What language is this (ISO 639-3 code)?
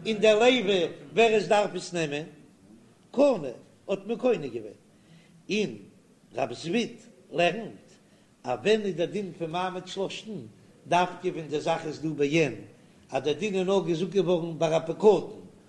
yid